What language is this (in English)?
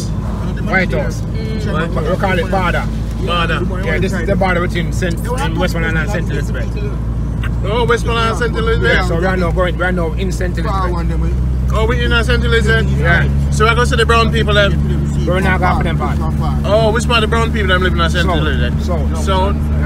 Jamaican Creole English